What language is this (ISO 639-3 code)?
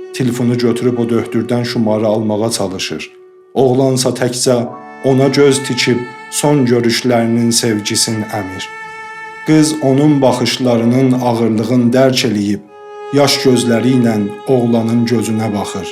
azb